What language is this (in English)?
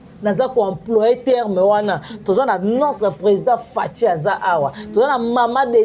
Lingala